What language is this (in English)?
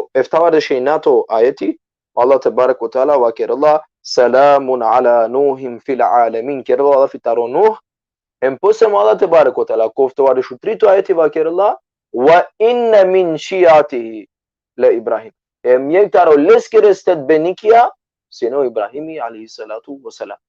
Balkan Romani